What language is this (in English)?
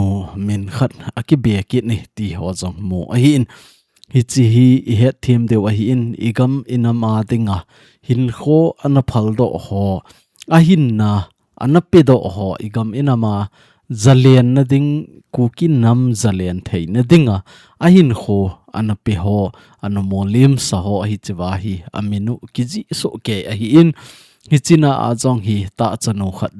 Thado Chin